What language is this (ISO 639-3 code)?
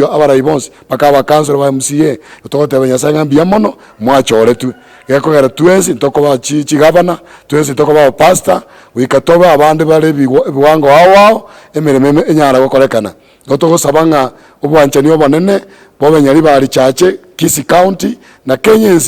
guz